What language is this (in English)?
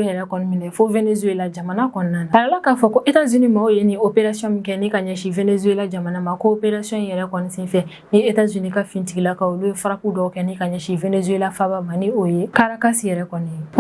Bambara